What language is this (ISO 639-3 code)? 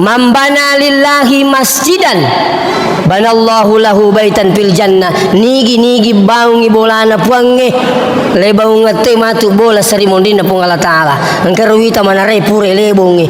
bug